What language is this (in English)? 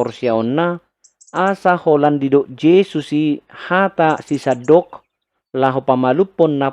Batak Toba